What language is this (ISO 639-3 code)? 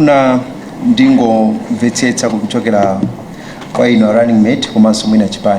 nya